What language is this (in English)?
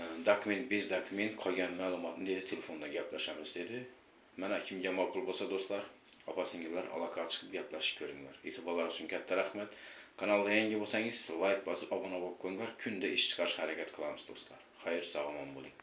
Uzbek